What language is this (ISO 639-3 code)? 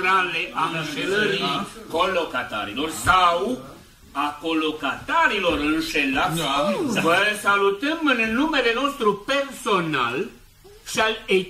ron